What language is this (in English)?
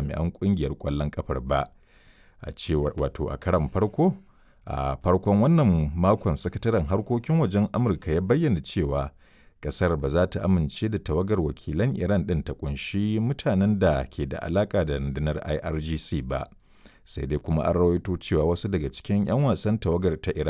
Hausa